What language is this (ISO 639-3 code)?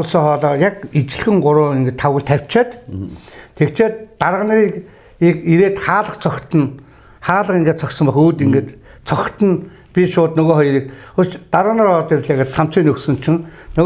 mon